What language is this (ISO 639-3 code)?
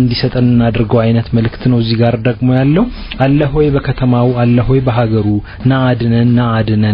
amh